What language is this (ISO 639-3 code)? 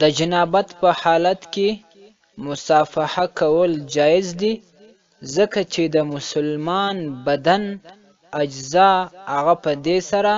pus